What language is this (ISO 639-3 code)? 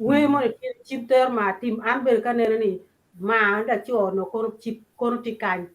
ach